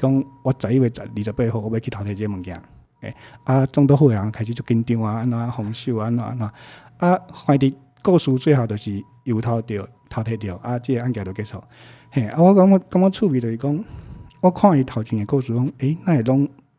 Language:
Min Nan Chinese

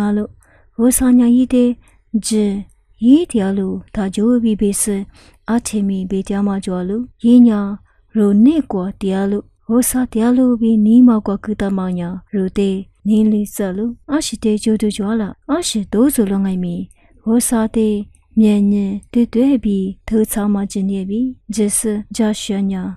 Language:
Lisu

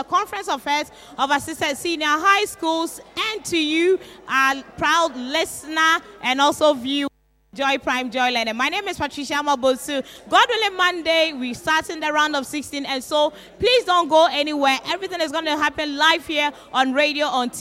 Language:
English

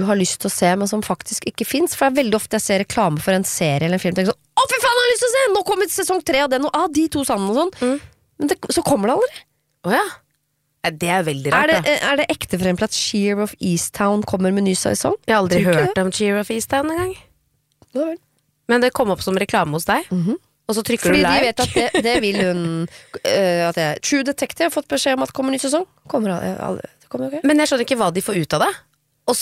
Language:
Norwegian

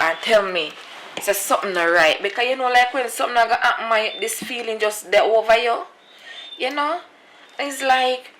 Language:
Jamaican Creole English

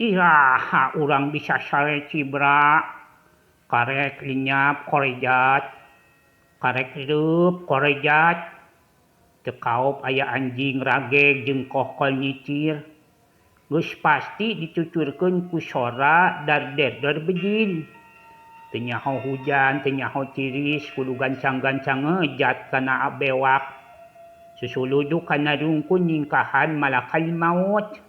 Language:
Sundanese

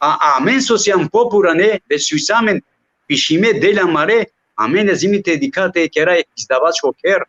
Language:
Balkan Romani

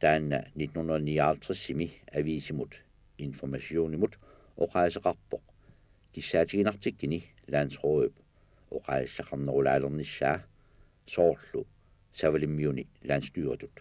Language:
Kalaallisut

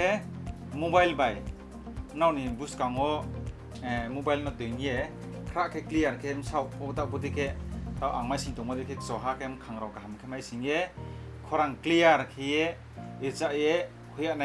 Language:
Riang (India)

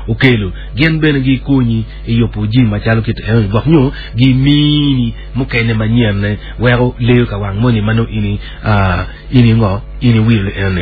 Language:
Acoli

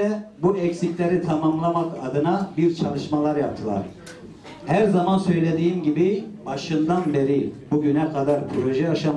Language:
Turkish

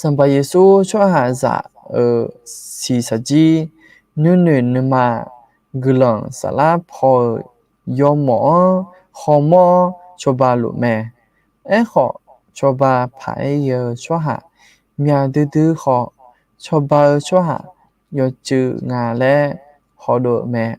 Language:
Akha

